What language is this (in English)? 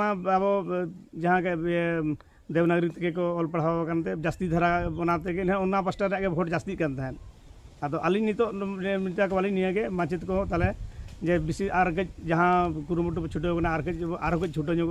Santali